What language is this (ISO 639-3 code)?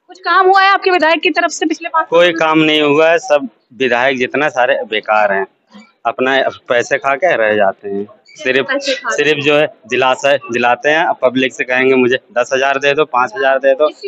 hin